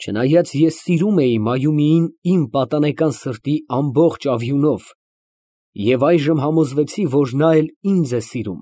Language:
Armenian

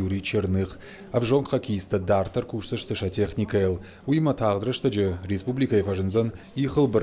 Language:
Ossetic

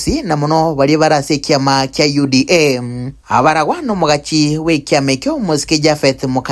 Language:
Gusii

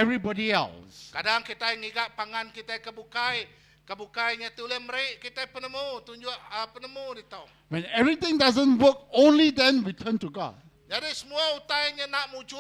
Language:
Iban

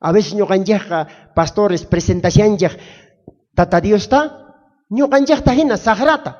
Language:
South Bolivian Quechua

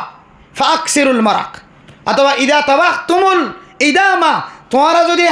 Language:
Rohingya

